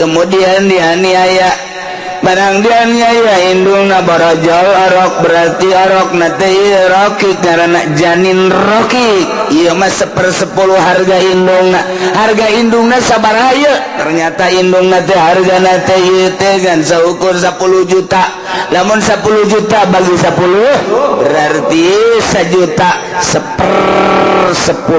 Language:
Sundanese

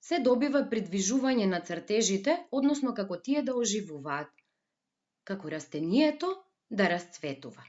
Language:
Macedonian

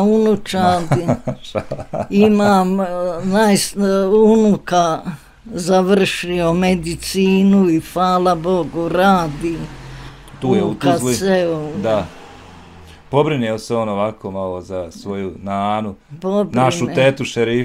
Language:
Bosnian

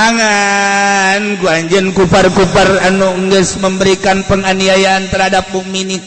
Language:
Sundanese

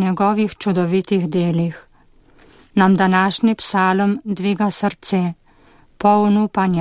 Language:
Slovenian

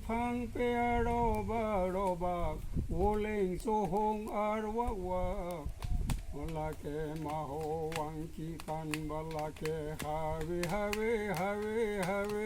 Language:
Karbi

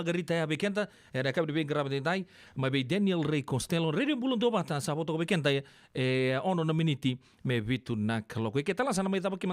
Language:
Fijian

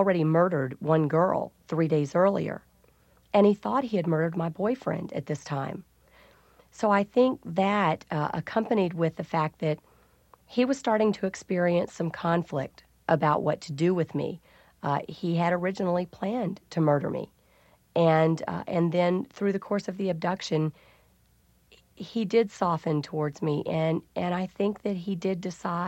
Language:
English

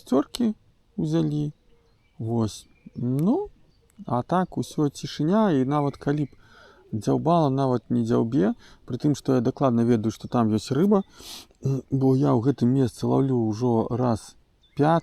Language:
Belarusian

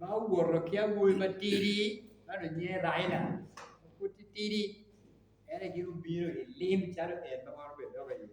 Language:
Acoli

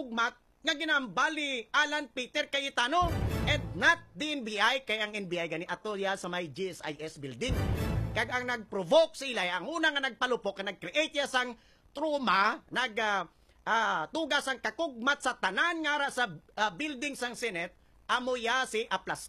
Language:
Hiligaynon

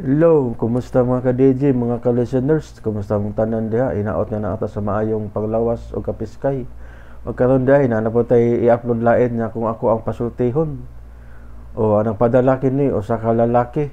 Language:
Cebuano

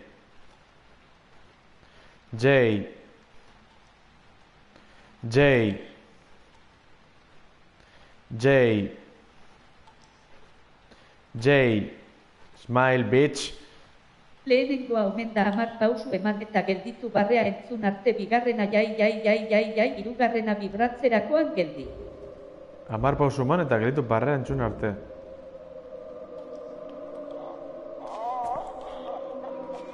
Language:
Basque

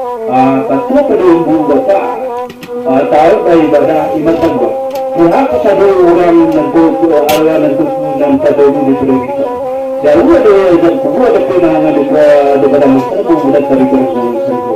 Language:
Minangkabau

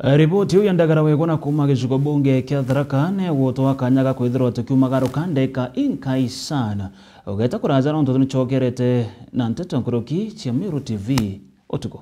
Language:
Meru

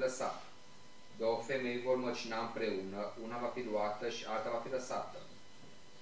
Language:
Romanian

